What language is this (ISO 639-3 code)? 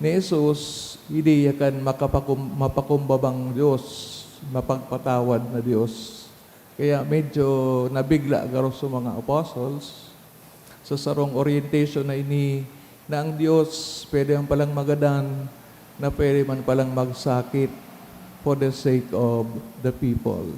bik